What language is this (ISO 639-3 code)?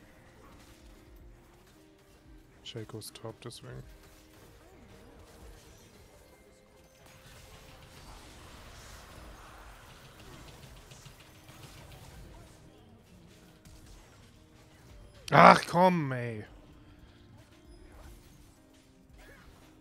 deu